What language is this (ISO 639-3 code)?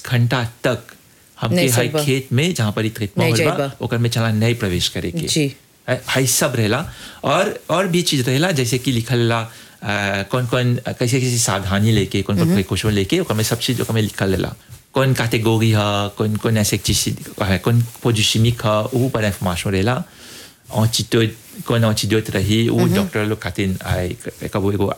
bho